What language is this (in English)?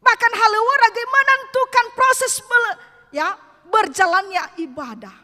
Nias